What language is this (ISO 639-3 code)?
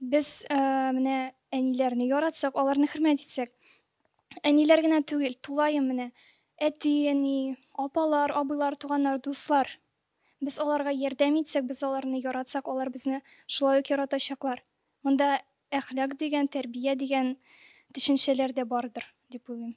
tat